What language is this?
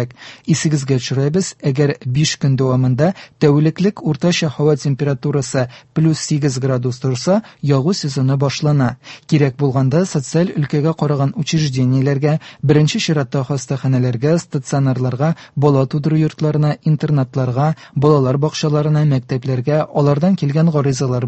Tatar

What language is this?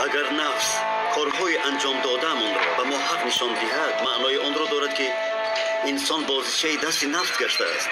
Tajik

